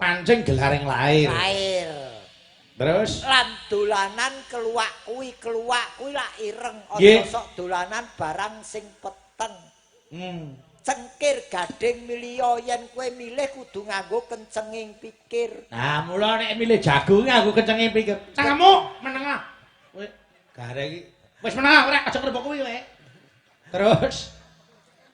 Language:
Javanese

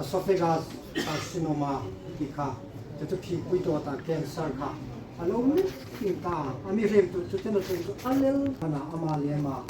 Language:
Hmar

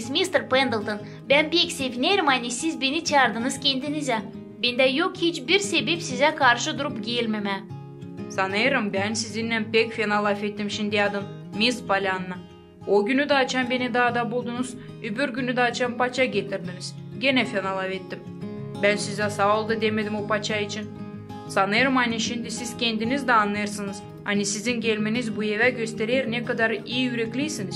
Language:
Gagauz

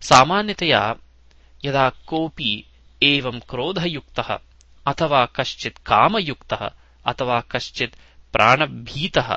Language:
Sanskrit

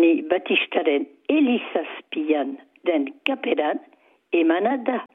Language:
Basque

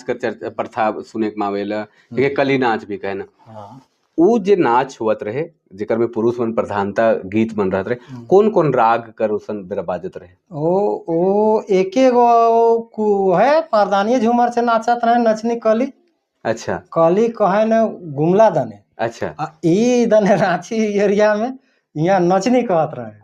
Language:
Sadri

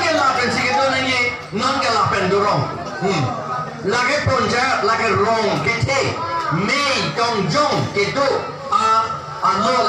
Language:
Karbi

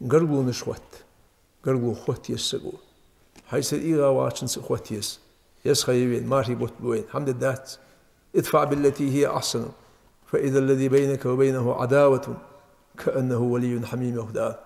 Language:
Ingush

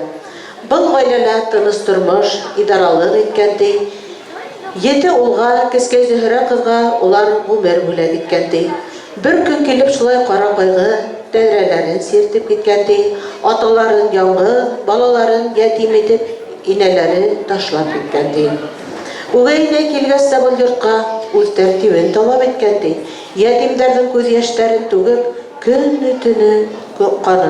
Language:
Bashkir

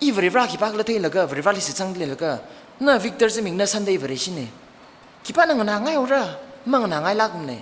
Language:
Tangkhul Naga (India)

